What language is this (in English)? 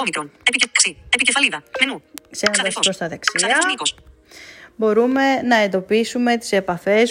Greek